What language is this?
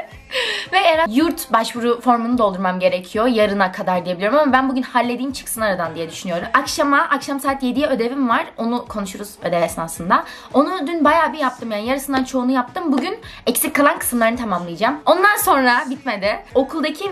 Turkish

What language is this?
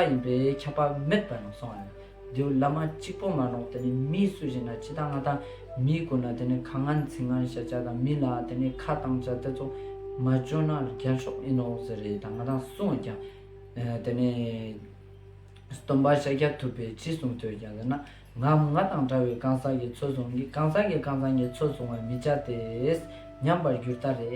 Ladakhi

